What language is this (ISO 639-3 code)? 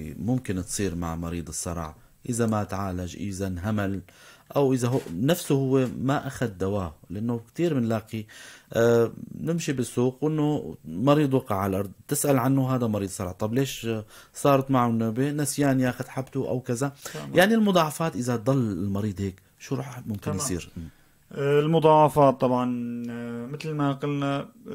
apc